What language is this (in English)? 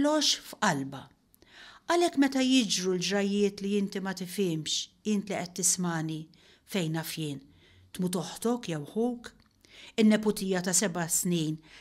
Maltese